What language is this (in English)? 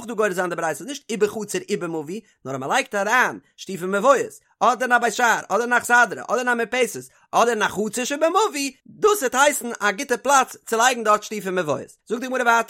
Yiddish